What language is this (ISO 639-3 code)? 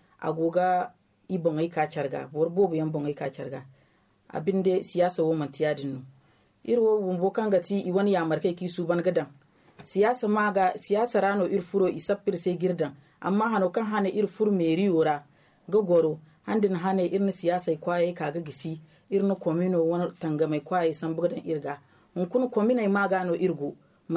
dje